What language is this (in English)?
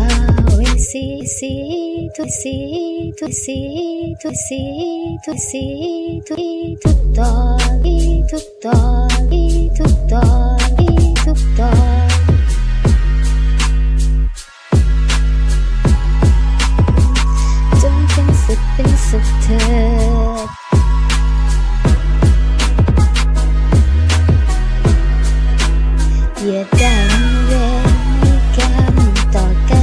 Thai